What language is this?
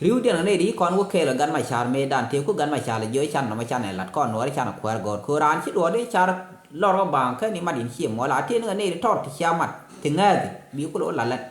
Nuer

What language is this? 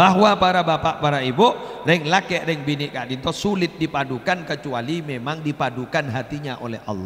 Madurese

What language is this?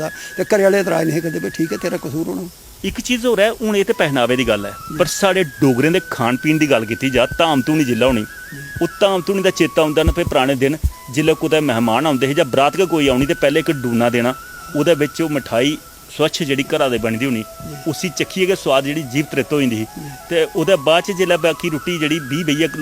Dogri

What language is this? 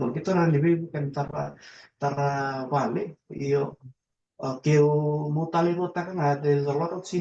Fijian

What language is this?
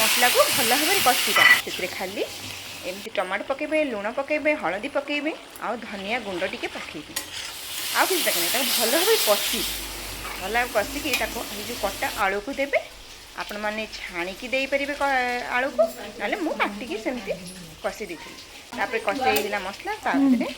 Odia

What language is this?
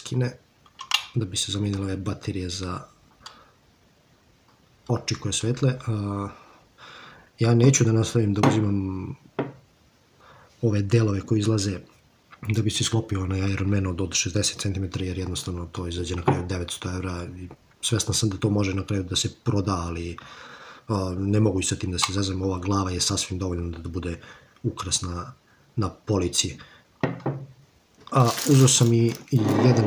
Serbian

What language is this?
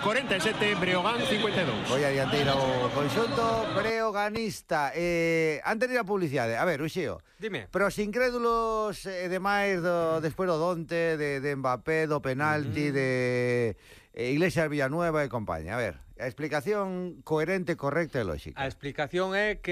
Galician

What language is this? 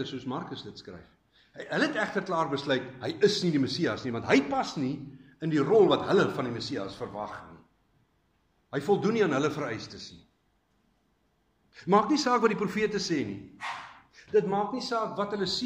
Afrikaans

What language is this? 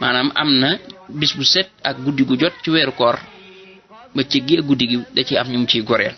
Wolof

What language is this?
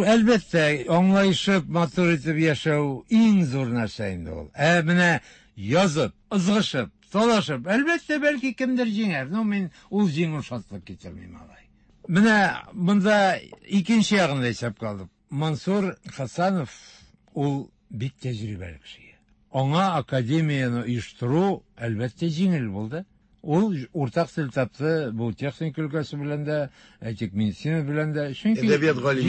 Tatar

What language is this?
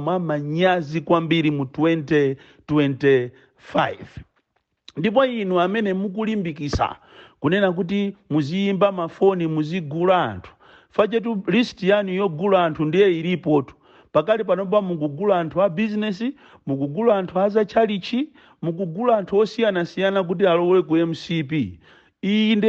Nyanja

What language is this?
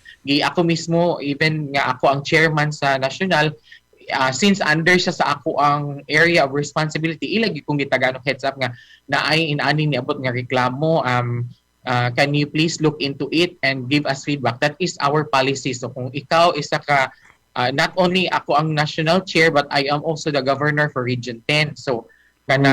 Cebuano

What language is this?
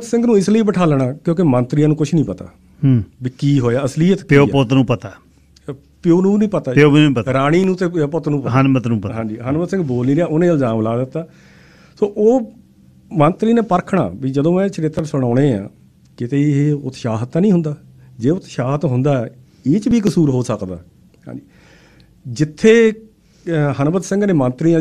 Punjabi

